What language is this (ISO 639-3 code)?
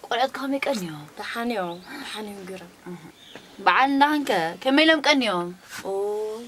tir